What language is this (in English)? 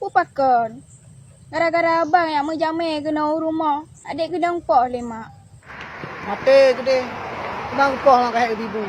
Achinese